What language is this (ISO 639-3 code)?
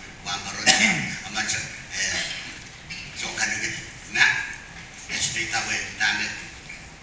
pon